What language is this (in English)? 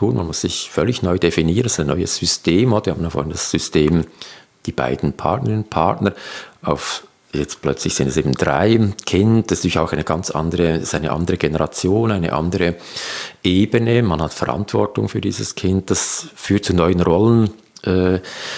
German